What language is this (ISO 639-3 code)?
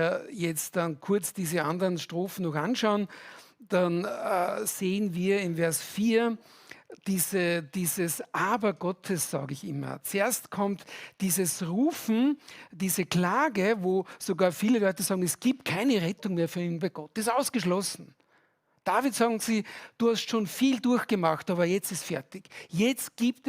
gsw